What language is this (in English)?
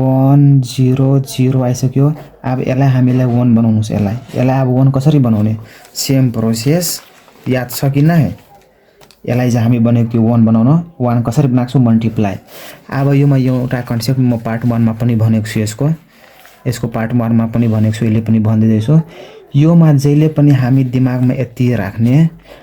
Nepali